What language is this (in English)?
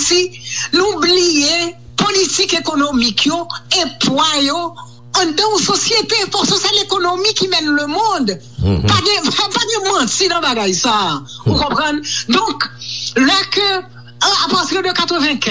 Haitian Creole